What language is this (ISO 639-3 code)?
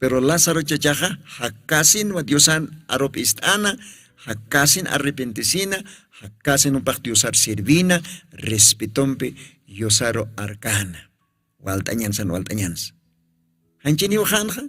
aym